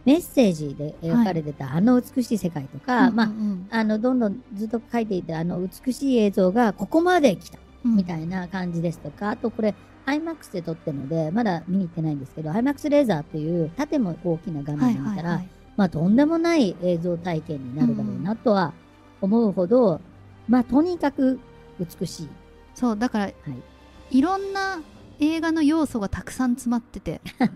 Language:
Japanese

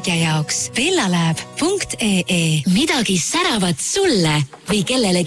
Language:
Estonian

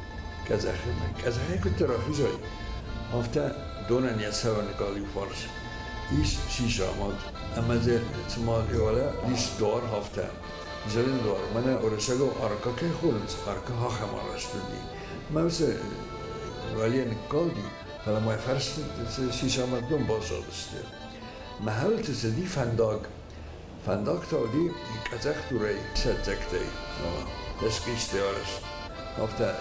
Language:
Ossetic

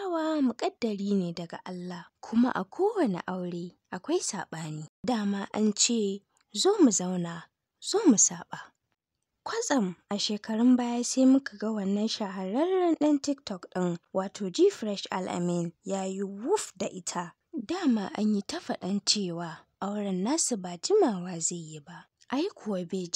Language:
Hausa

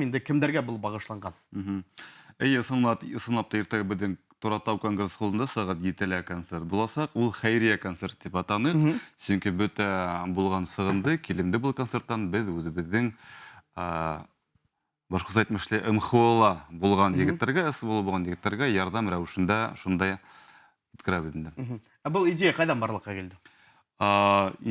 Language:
Bashkir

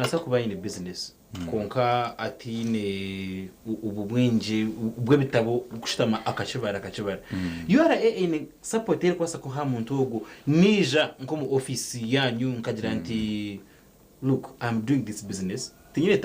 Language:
Nyankole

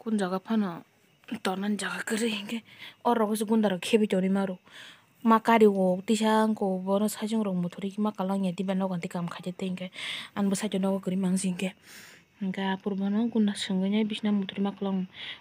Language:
Kok Borok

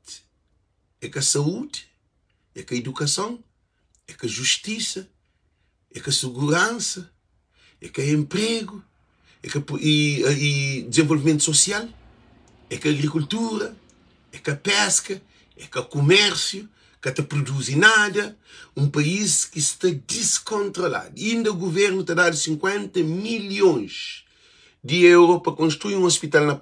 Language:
Kabuverdianu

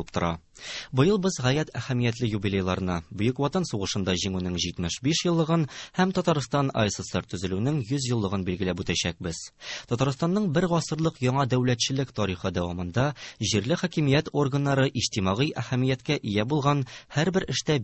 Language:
Tatar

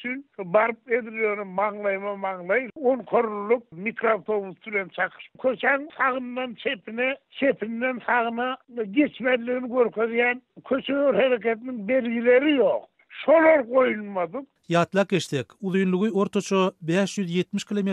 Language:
Turkmen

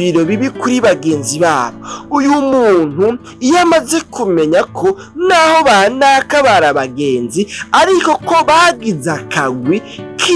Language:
Rundi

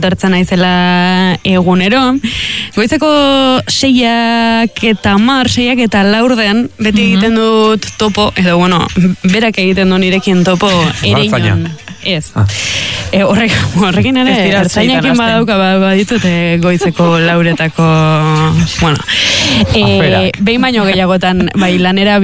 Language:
Basque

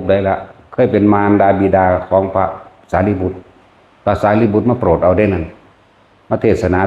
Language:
Northeastern Thai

